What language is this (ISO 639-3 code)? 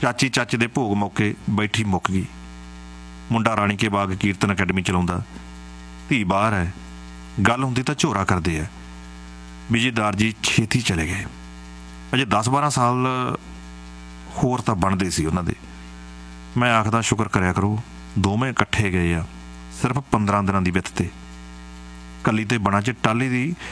pan